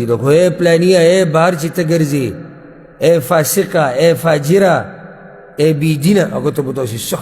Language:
Pashto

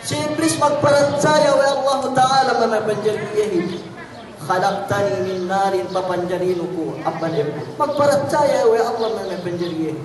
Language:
Yakan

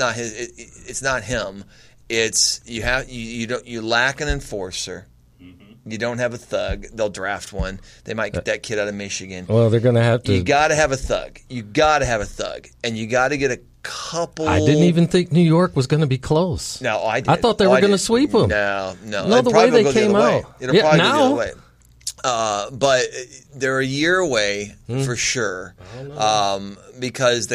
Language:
English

